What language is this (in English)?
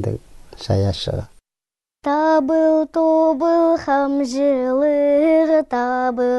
Khakas